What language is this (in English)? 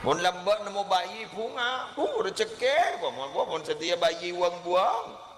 Madurese